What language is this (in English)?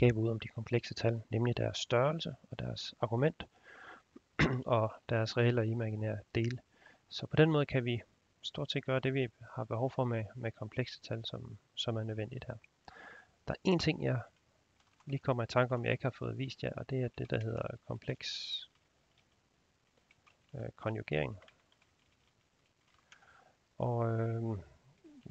Danish